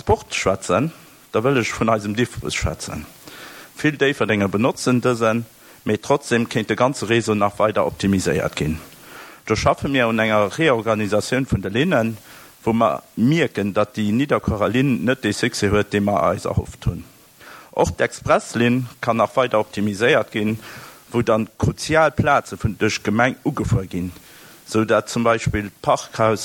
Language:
Luxembourgish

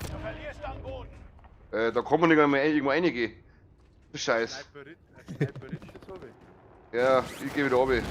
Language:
Bavarian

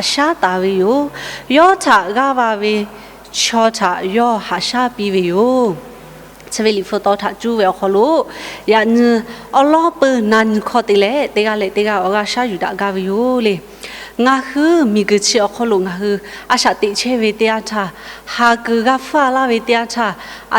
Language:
Lahu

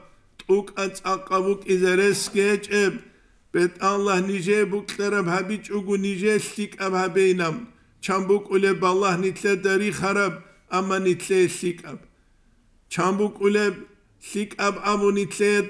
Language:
Avaric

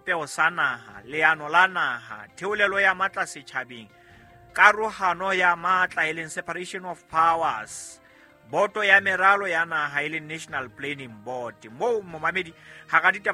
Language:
Southern Sotho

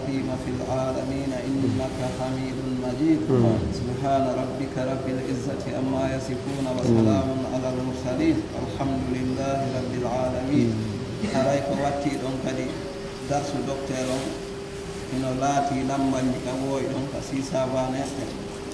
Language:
Pular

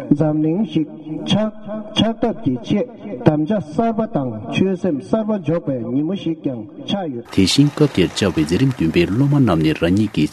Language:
Tibetan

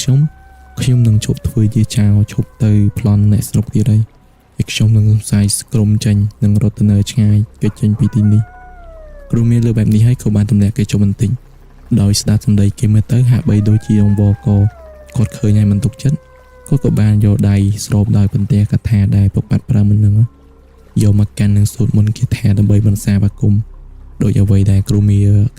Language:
Khmer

